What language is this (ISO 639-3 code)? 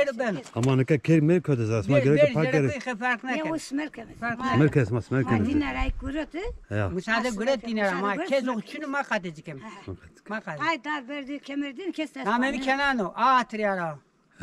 zza